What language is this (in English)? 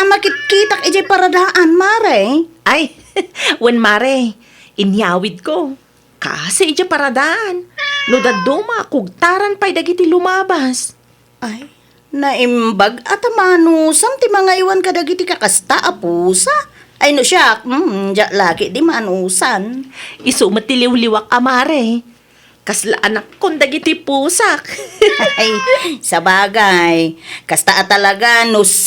Iloko